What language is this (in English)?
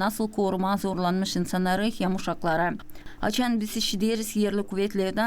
Gagauz